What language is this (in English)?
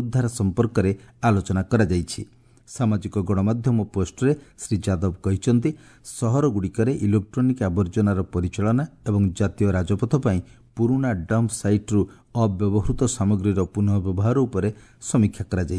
Odia